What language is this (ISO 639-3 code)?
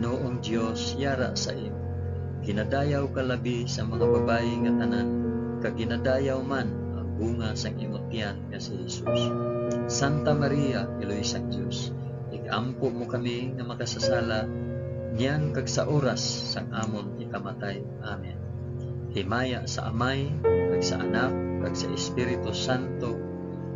hil